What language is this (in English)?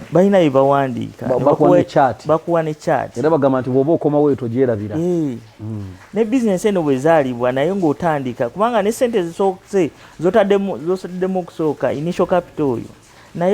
Ganda